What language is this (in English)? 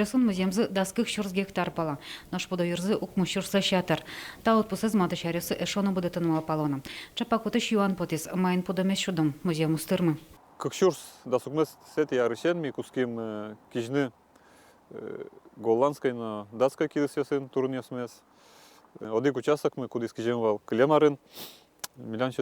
Udmurt